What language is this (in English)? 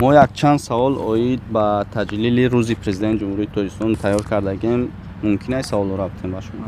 Tajik